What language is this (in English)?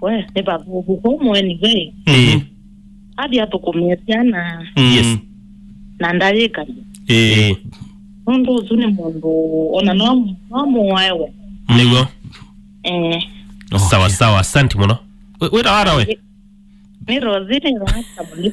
Kamba